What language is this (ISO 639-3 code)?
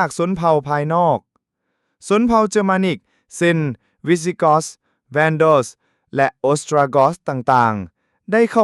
lao